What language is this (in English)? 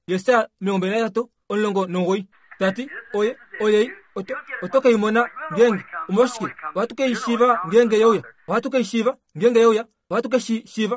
Kuanyama